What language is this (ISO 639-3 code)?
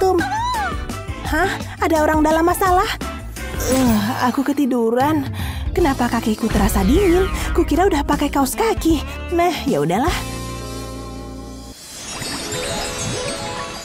ind